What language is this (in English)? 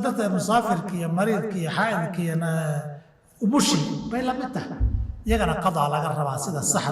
Somali